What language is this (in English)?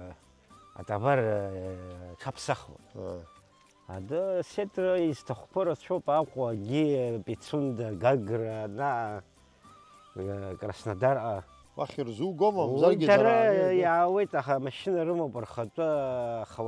Abkhazian